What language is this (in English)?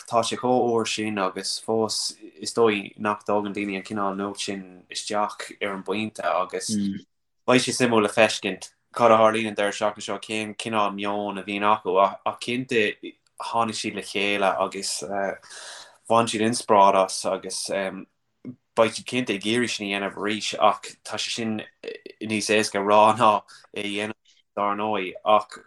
Irish